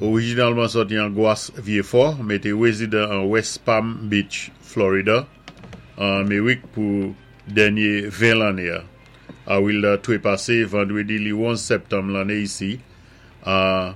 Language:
Saint Lucian Creole French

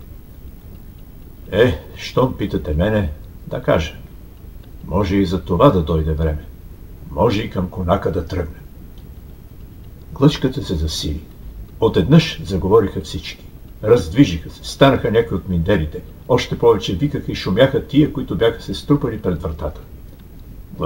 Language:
Bulgarian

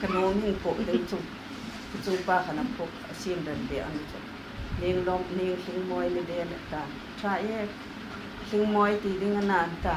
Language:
Hmar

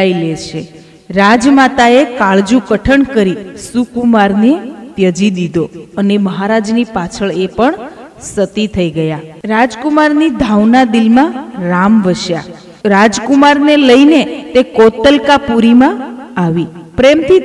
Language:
Gujarati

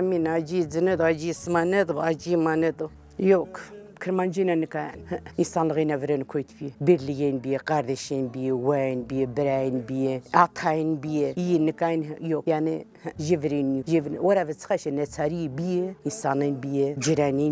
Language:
Zaza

